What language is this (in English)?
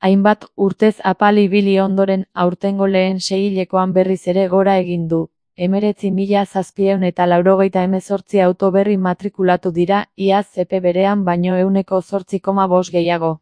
Basque